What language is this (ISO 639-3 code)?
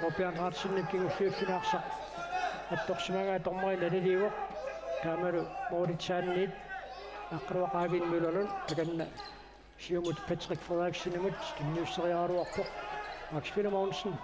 kal